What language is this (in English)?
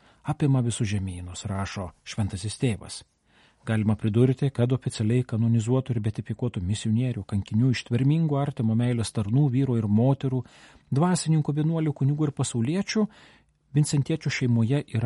Lithuanian